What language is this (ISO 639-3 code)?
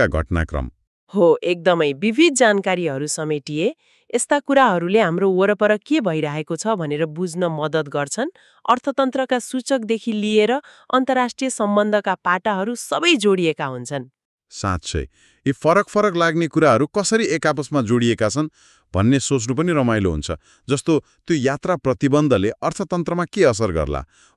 nep